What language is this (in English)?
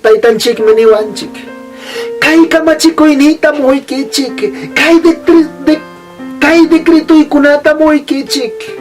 Ayacucho Quechua